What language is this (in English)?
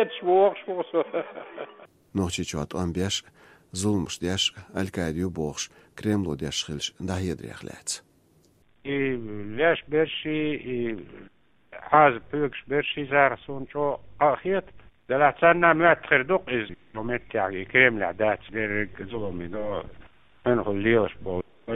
Chechen